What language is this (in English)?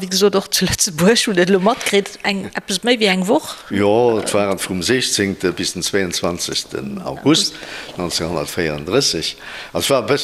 Luxembourgish